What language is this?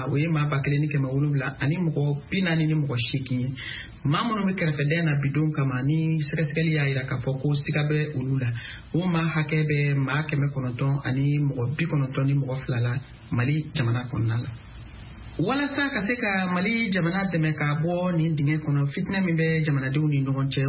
Bambara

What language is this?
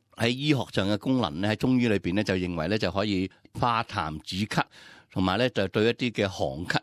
Cantonese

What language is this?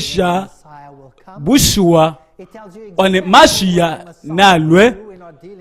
Luba-Lulua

